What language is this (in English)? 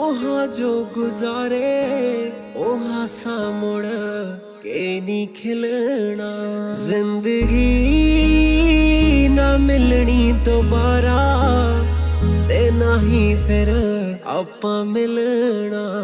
Punjabi